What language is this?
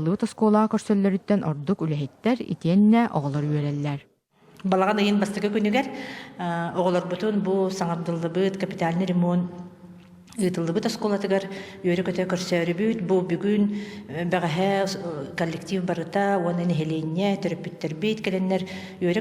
Yakut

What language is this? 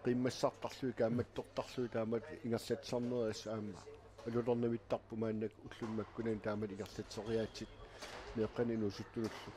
Kalaallisut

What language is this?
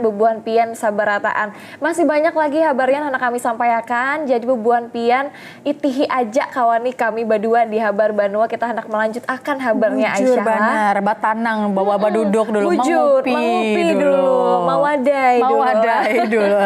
Banjar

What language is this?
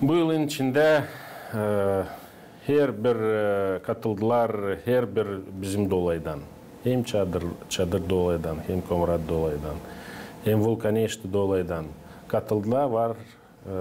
Gagauz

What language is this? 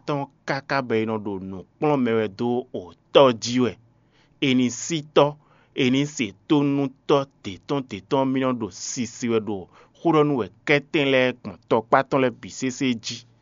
Fon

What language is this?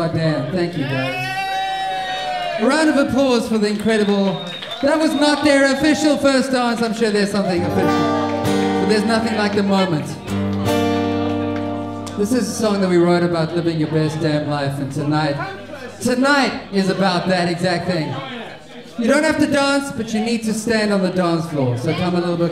English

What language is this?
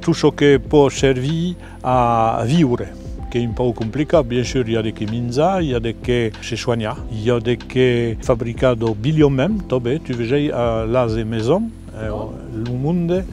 Occitan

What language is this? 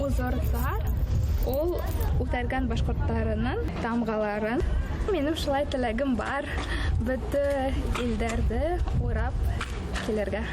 Bashkir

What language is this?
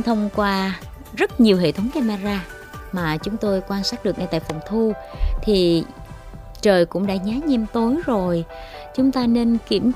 Vietnamese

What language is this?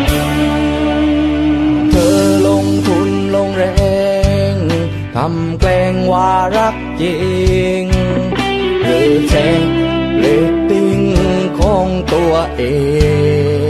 Thai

